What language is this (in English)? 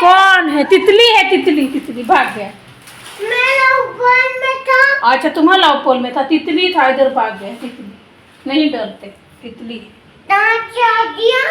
Santali